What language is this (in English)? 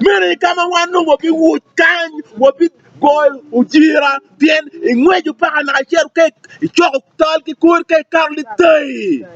Acoli